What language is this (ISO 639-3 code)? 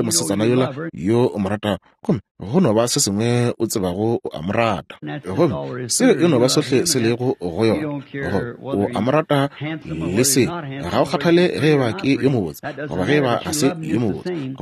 nso